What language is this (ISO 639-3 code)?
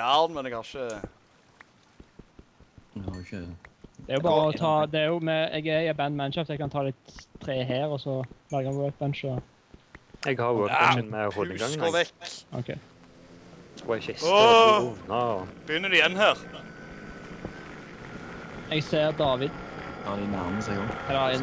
nor